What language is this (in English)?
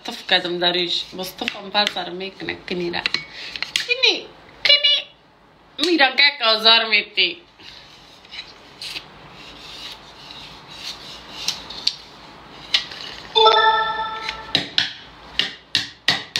Persian